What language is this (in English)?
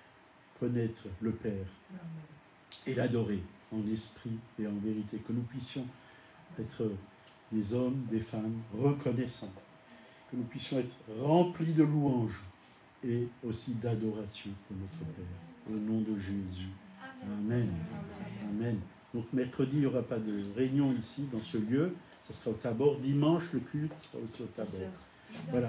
French